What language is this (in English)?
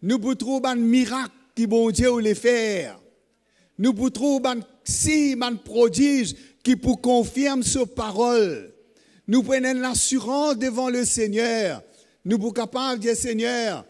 Morisyen